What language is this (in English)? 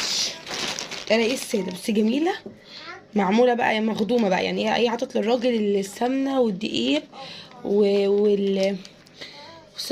Egyptian Arabic